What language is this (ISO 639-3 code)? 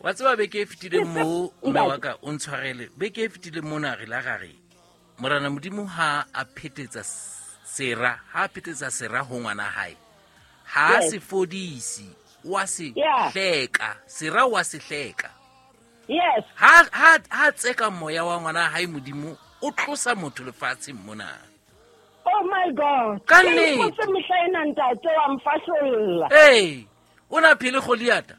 sot